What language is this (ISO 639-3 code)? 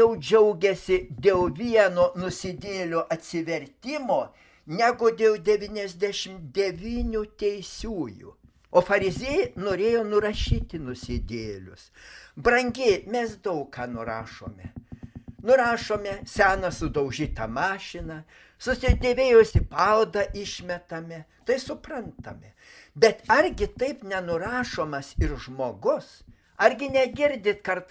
lit